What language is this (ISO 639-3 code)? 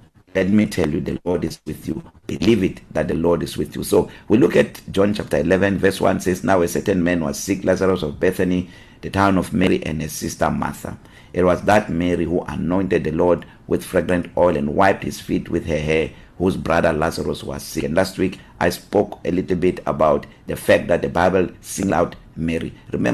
eng